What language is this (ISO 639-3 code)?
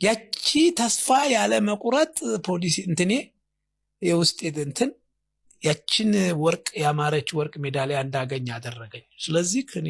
amh